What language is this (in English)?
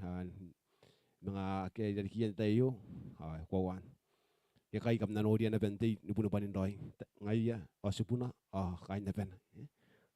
Gilbertese